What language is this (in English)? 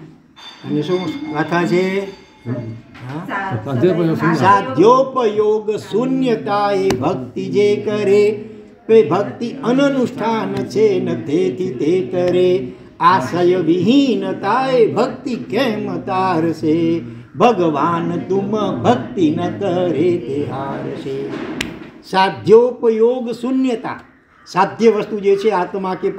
Gujarati